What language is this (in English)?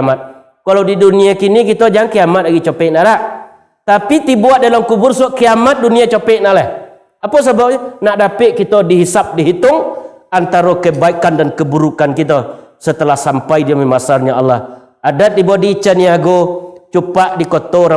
Minangkabau